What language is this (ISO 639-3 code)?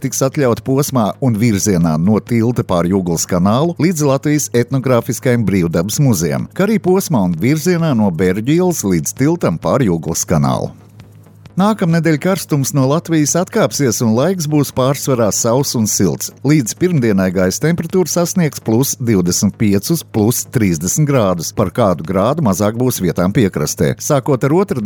lav